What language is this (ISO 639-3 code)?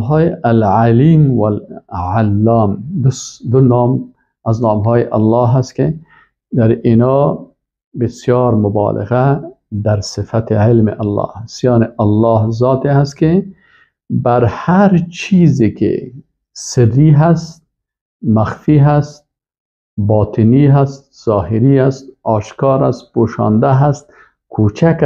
fas